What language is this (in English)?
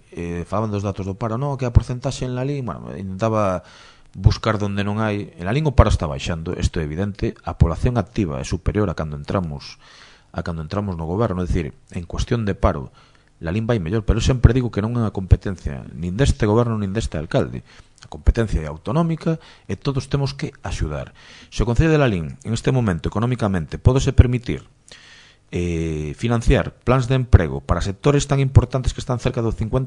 Galician